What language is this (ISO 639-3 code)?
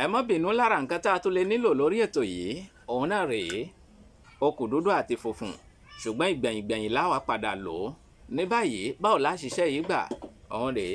yor